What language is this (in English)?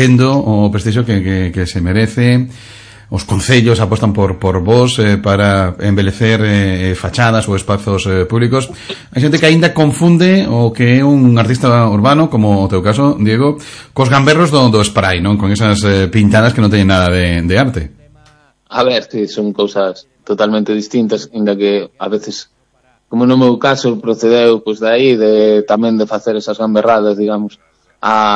Galician